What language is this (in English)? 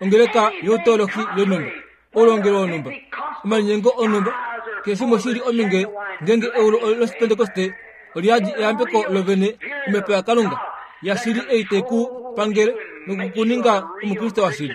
Kuanyama